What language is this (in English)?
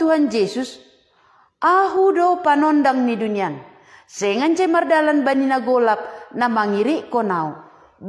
Batak Simalungun